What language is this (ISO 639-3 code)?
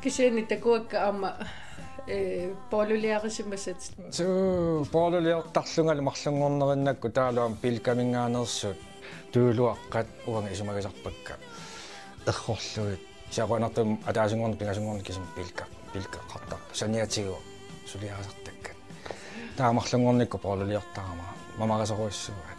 kal